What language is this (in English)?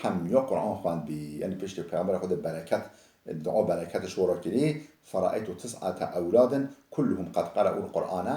Kurdish